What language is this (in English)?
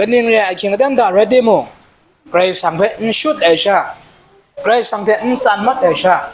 Kachin